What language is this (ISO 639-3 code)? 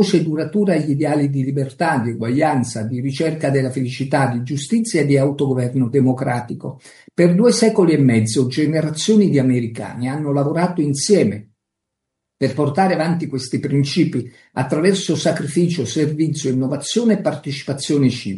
ita